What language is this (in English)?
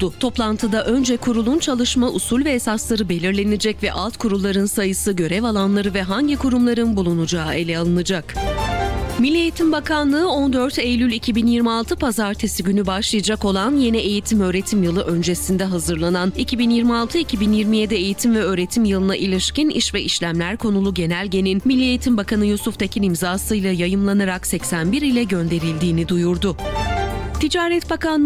Turkish